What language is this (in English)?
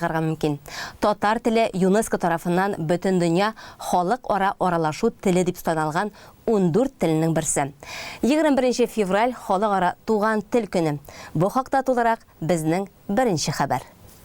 Tatar